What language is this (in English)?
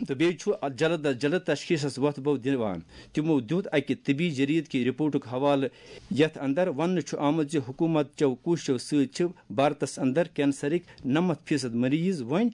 Kashmiri